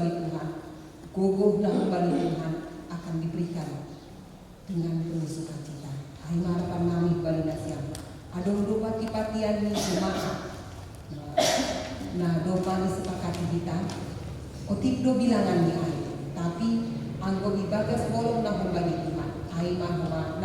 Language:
Batak Simalungun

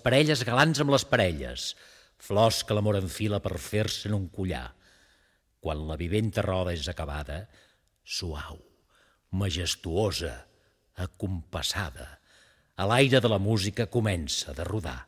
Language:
Catalan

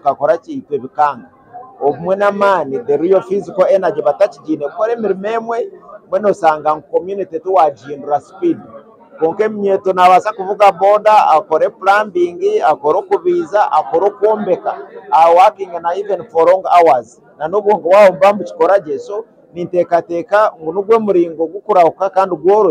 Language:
Nyankole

